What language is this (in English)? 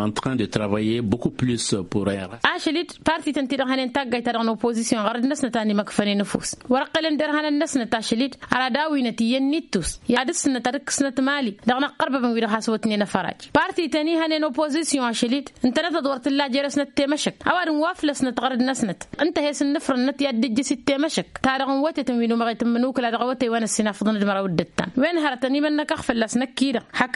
Tamasheq